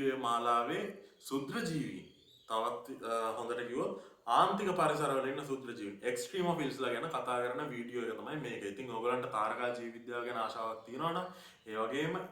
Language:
Sinhala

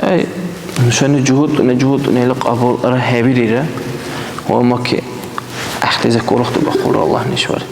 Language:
Dargwa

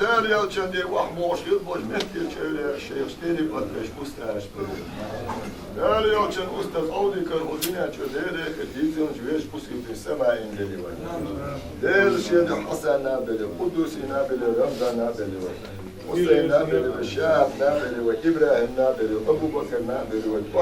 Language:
Chechen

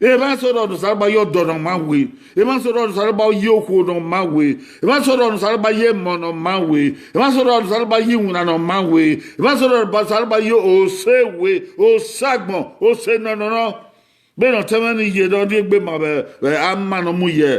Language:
Bini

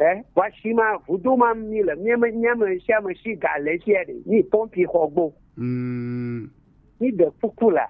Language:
Gen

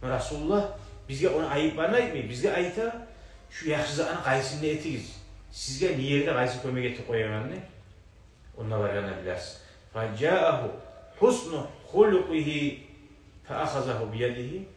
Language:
Kumyk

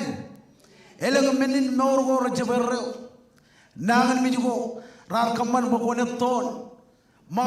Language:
Marshallese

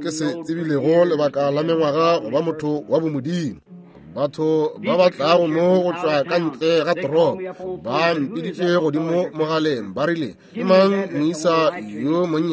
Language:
Northern Sotho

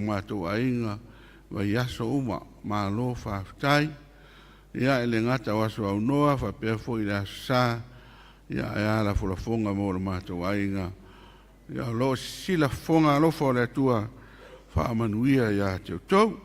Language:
Samoan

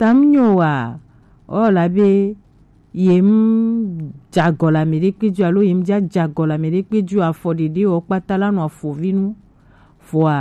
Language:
Gen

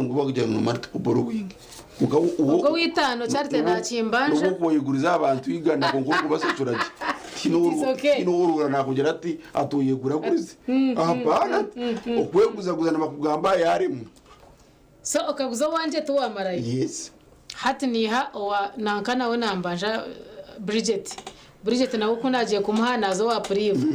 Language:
Nyankole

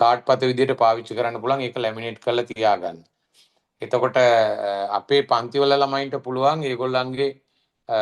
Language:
Sinhala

